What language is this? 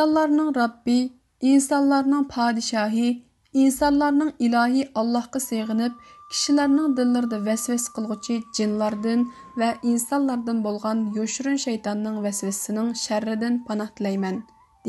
Uyghur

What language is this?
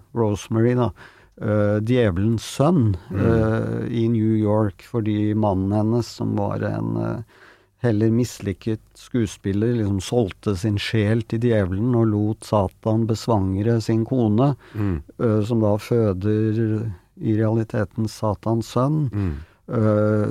Norwegian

